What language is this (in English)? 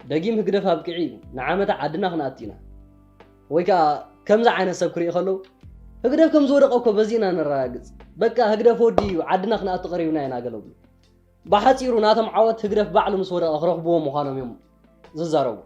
Tigrinya